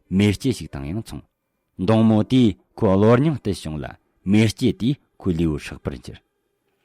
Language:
Tibetan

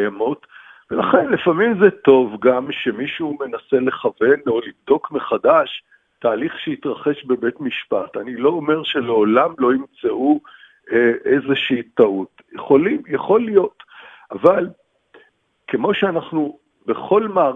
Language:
Hebrew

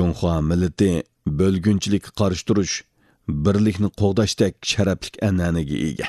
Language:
Uyghur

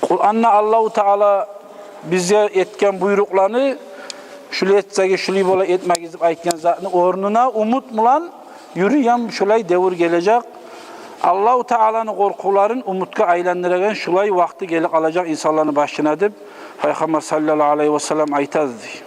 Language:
Kumyk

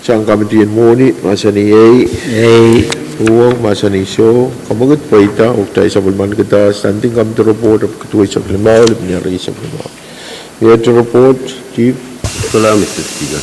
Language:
Pohnpeian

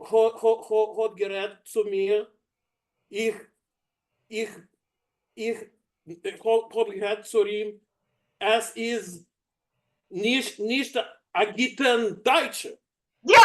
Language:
Yiddish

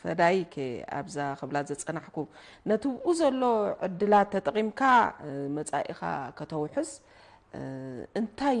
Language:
Tigrinya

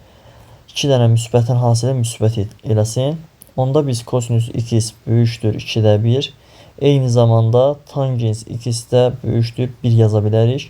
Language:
Azerbaijani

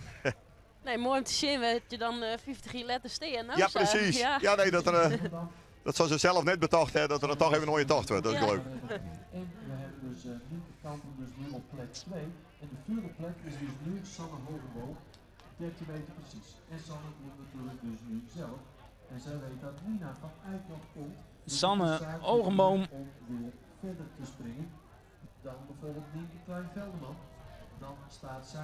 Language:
Western Frisian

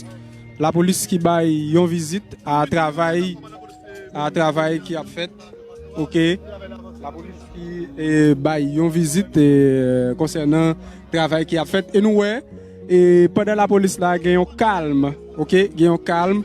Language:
Haitian Creole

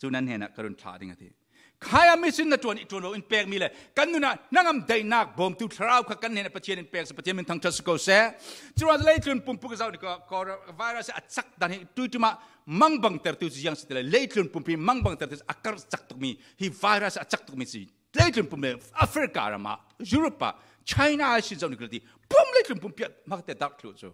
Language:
Falam Chin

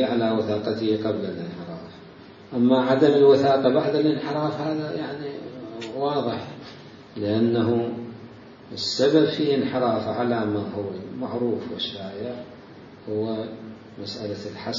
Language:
Mesopotamian Arabic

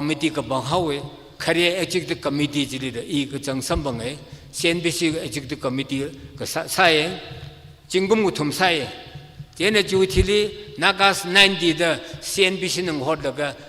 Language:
Tangkhul Naga (India)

